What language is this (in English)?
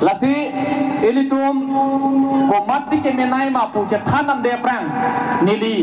Karbi